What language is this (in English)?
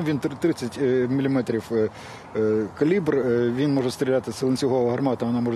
Ukrainian